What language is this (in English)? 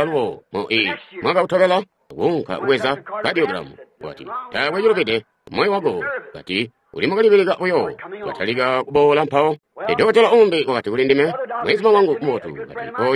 Tonga (Zambia)